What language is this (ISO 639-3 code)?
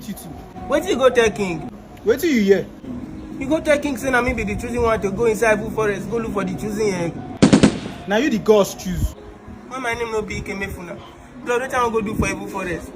pcm